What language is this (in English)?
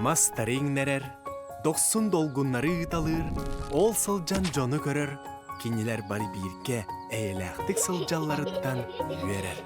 Yakut